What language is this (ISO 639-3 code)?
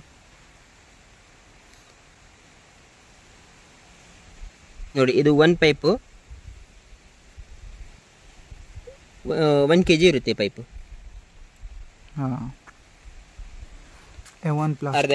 kan